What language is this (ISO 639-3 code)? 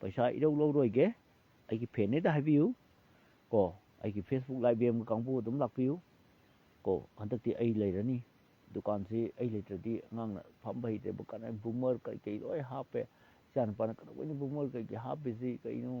mni